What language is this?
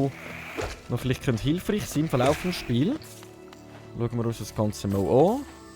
Swiss German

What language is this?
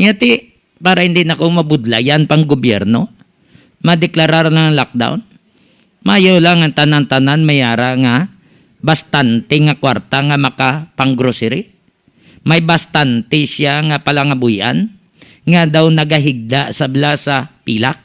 Hiligaynon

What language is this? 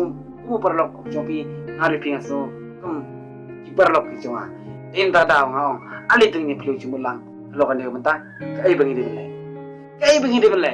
Khasi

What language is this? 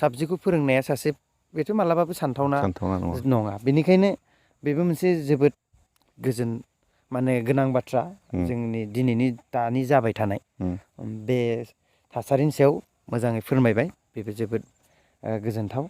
Bodo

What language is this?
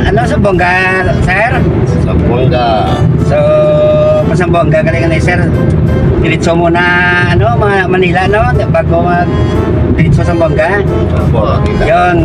Hiligaynon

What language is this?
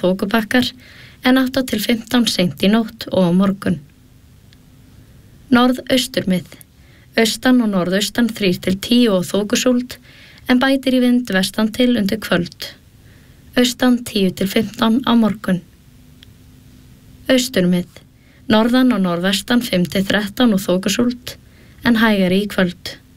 Icelandic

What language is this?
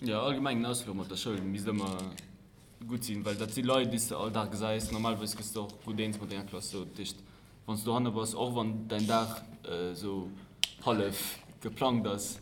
Luxembourgish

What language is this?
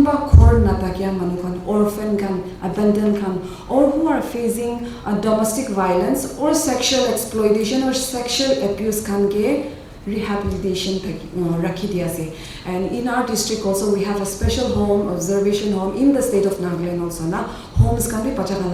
Naga Pidgin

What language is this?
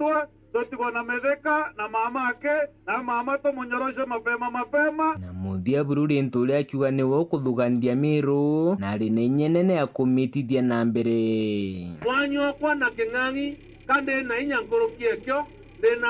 Meru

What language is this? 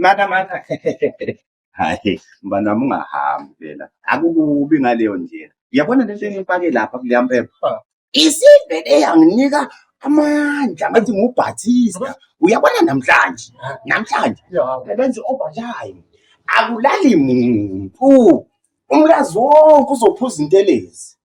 Zulu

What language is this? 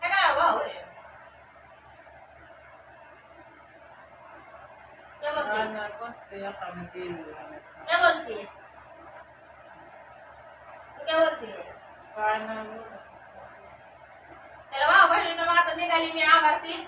Marathi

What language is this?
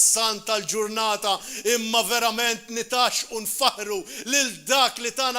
Maltese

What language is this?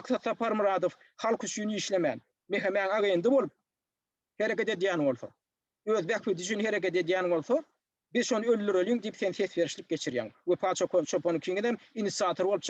Turkmen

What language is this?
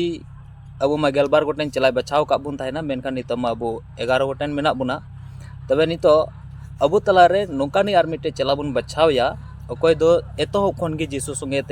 Santali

